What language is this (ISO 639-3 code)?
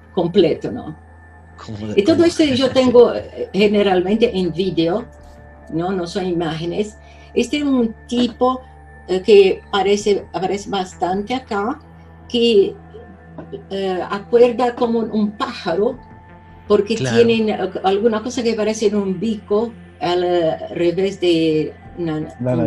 spa